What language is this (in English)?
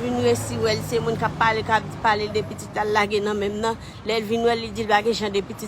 Haitian Creole